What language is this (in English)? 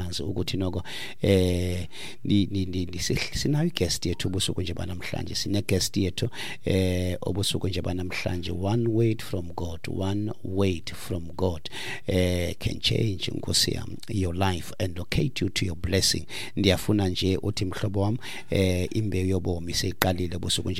Xhosa